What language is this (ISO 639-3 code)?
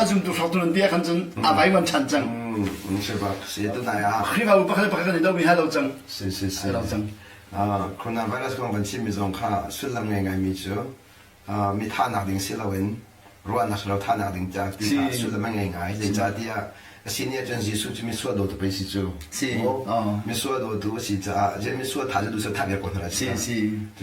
cnh